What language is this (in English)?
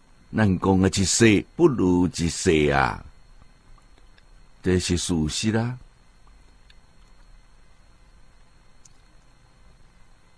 Chinese